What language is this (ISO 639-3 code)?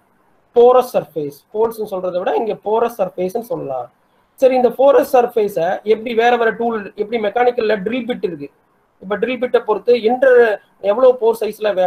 tam